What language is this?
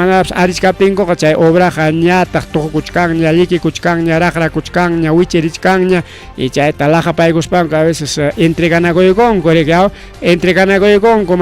Ayacucho Quechua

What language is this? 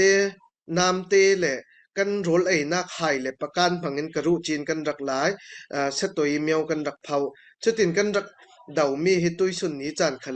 Falam Chin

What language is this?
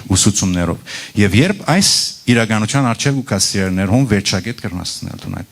Western Armenian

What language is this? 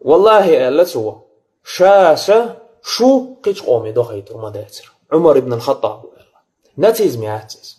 Chechen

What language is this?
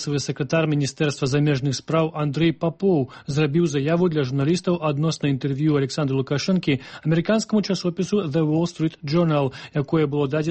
Belarusian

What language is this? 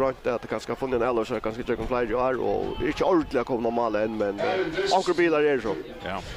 Faroese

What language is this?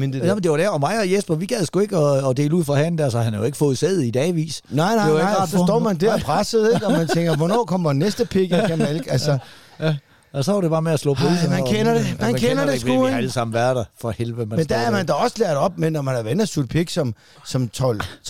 Danish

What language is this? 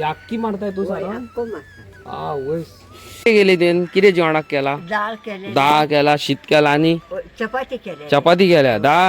Konkani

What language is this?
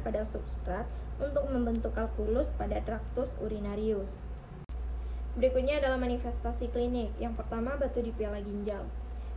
Indonesian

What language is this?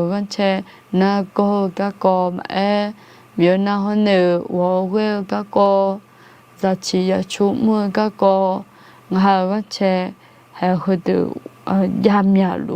Akha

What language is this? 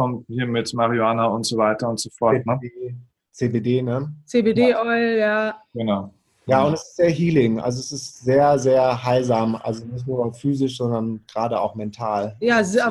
German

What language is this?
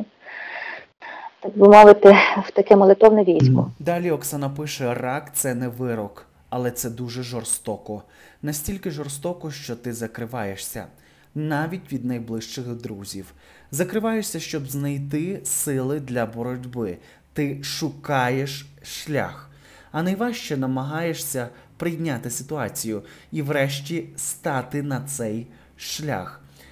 Ukrainian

